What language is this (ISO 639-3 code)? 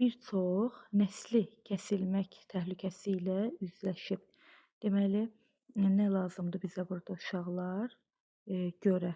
aze